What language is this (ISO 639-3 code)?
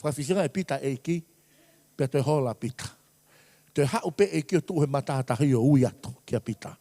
ton